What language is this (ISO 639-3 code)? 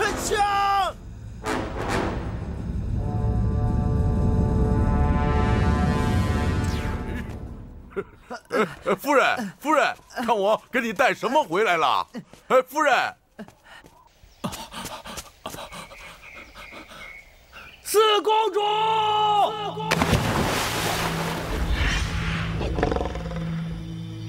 zho